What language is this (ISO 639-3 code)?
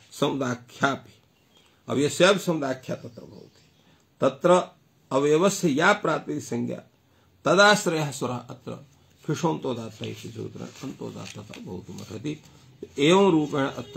san